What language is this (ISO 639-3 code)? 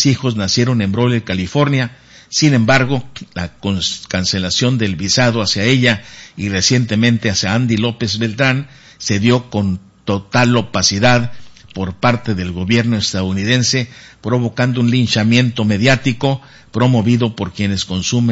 spa